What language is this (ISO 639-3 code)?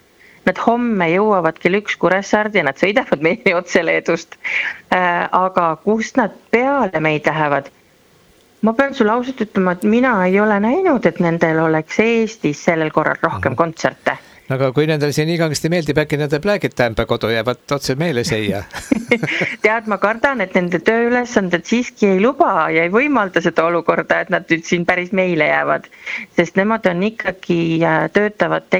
est